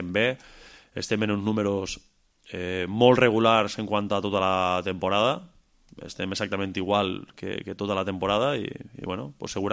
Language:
Catalan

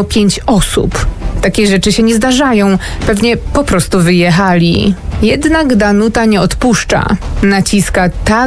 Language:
Polish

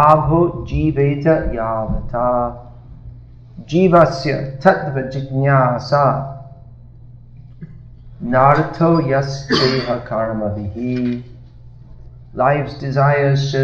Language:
English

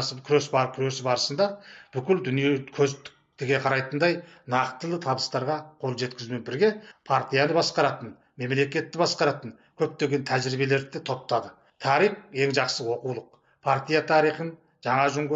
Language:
Kazakh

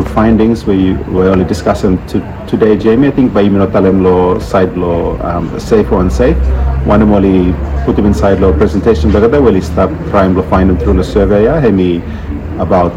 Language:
Bislama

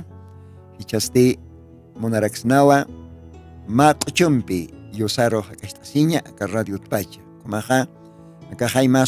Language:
Aymara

